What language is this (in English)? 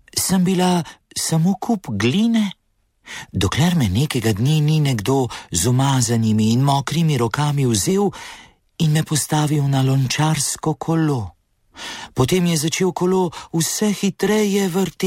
Slovenian